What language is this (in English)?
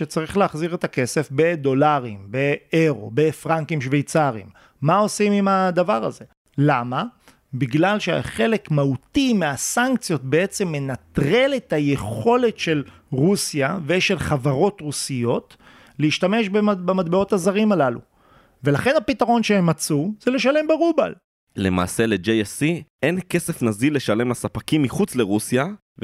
Hebrew